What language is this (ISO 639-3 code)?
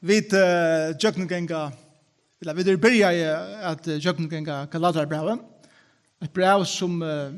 fao